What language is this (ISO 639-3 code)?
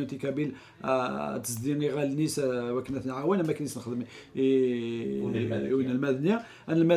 kab